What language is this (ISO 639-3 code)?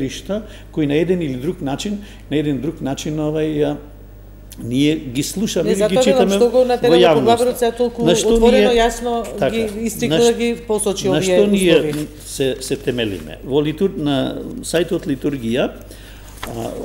mkd